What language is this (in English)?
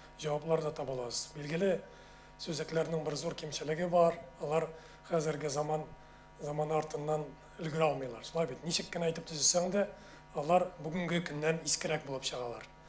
Tatar